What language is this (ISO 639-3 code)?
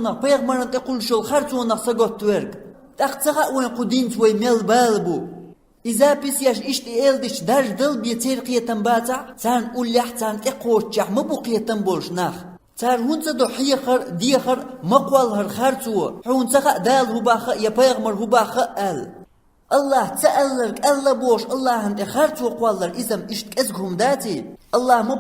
che